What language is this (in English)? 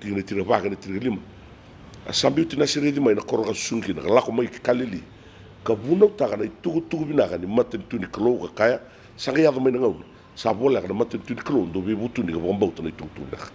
Fijian